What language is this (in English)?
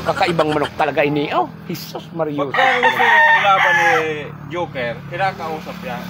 Bikol